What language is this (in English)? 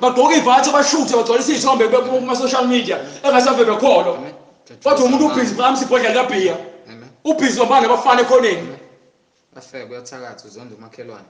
Zulu